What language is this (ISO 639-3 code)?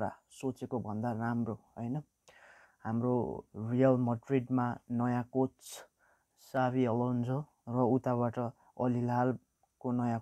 nep